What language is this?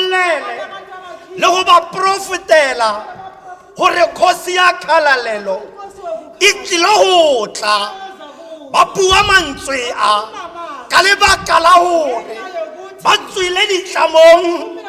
Tswana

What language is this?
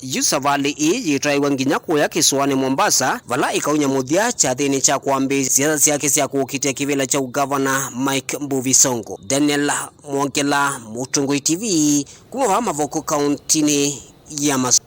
Kamba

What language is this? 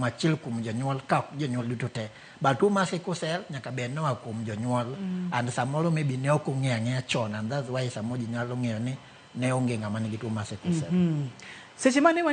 Luo (Kenya and Tanzania)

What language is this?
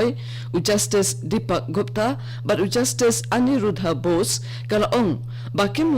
Khasi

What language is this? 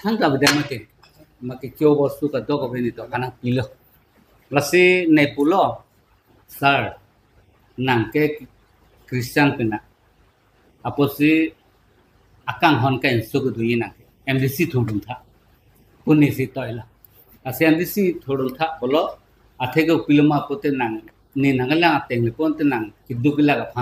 Karbi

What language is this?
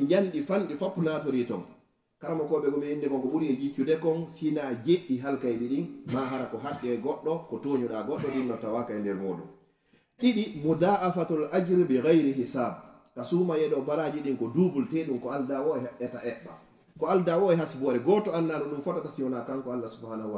Fula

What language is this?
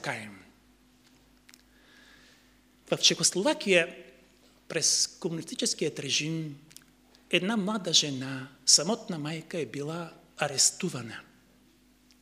Bulgarian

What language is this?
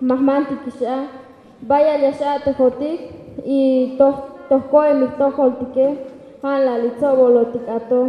Tzeltal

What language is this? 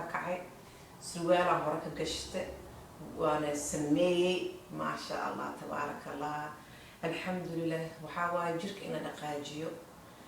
Somali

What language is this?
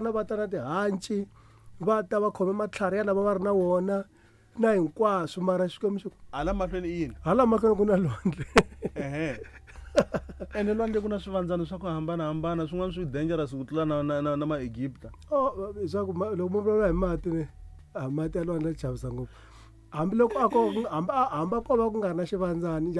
Tsonga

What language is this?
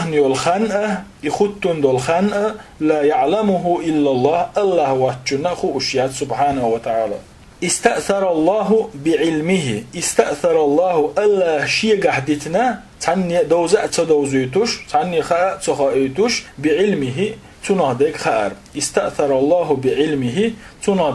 Chechen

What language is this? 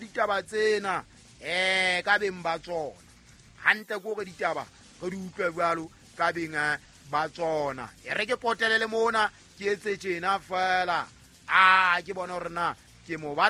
Southern Sotho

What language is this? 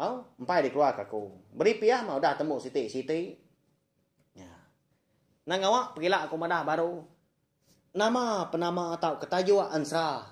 Iban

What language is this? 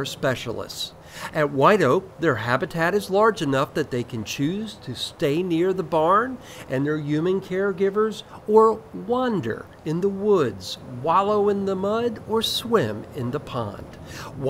English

